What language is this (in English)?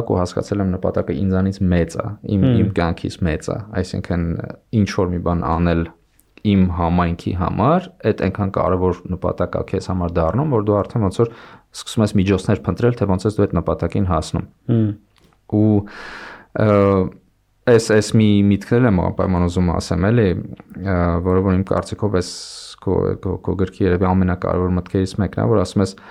Armenian